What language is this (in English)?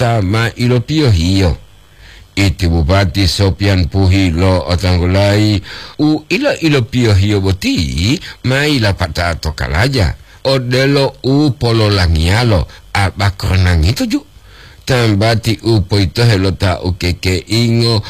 Gorontalo